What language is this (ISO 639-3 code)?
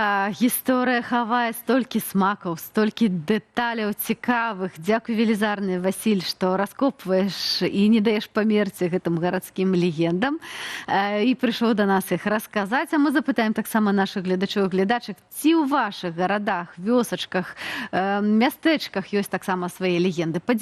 bel